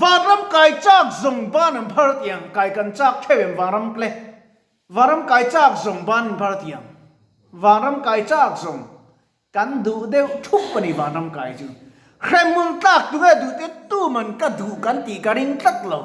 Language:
Mizo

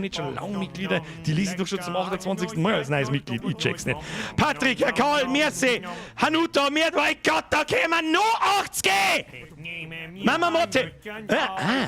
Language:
Bavarian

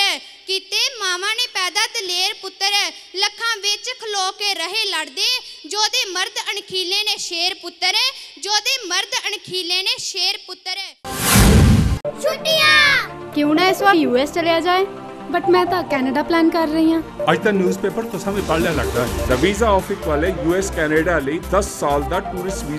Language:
Punjabi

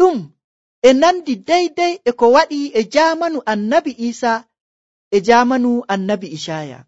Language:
Nigerian Fulfulde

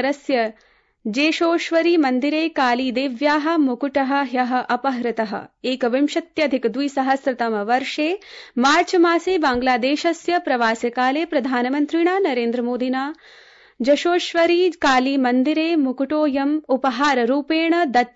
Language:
Sanskrit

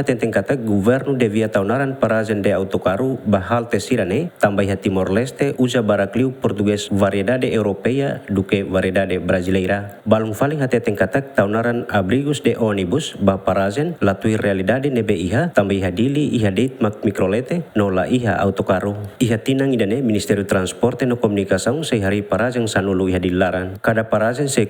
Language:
Tetum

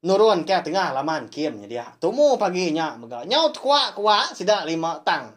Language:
Iban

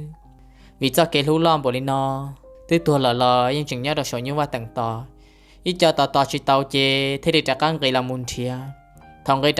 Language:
Hmong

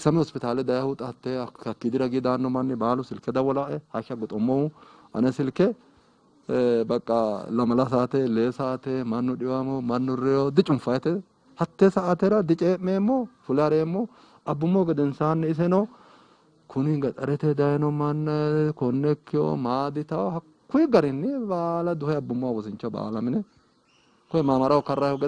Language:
Sidamo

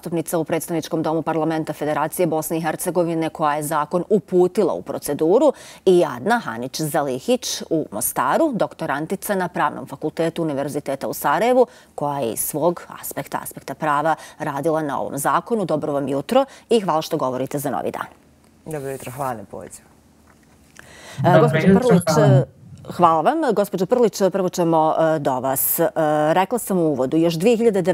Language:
Bosnian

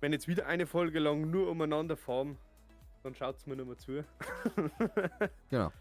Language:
Bavarian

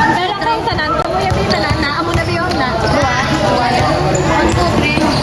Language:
Hiligaynon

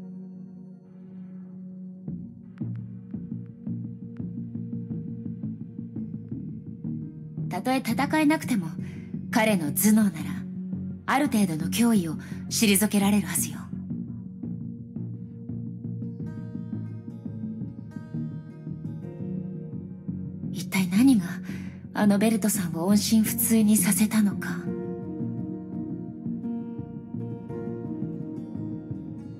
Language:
Japanese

